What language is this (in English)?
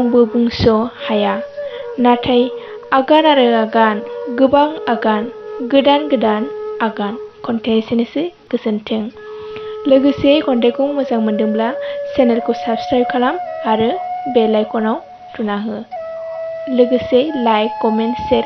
Bodo